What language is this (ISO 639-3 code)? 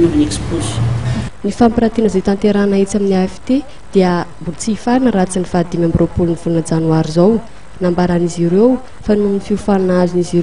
mlg